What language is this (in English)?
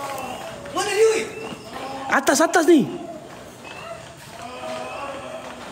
Malay